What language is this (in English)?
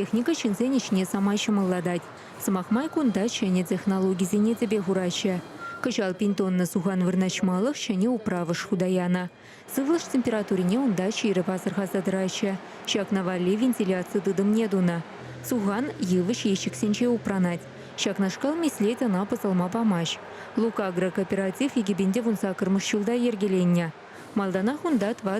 Chuvash